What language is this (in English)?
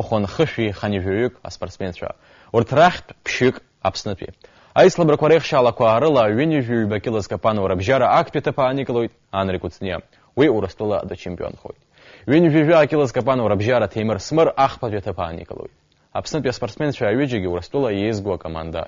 Abkhazian